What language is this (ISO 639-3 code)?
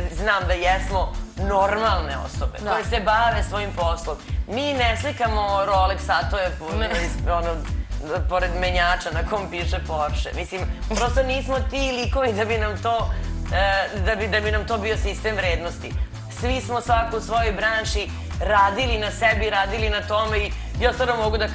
srp